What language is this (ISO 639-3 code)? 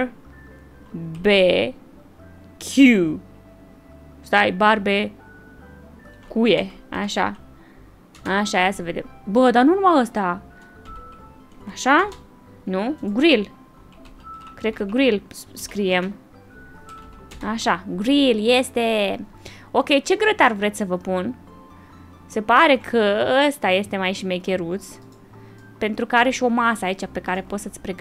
ron